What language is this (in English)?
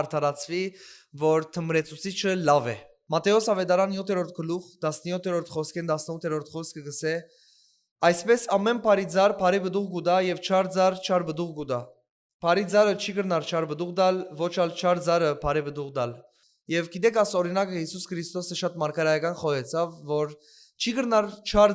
Western Armenian